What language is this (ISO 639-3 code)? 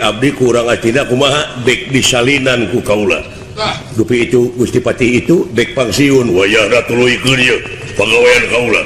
sun